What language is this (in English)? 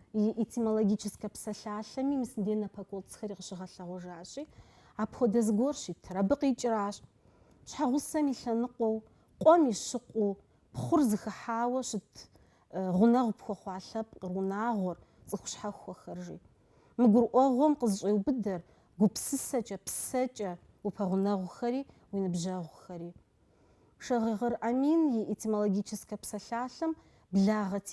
Kabardian